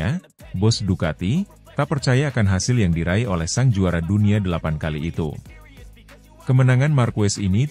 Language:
Indonesian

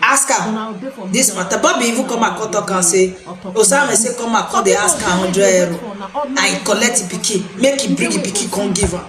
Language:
Nigerian Pidgin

